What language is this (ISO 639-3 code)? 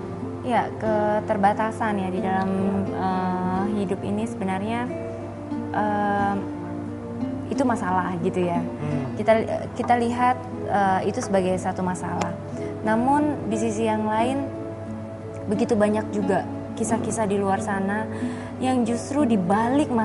ind